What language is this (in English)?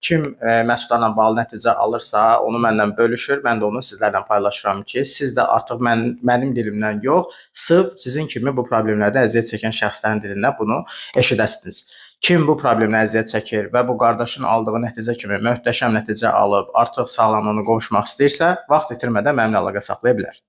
Azerbaijani